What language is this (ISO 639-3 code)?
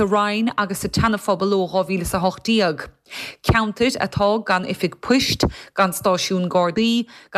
gle